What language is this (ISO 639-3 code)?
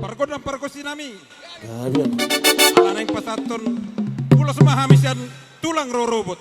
bbc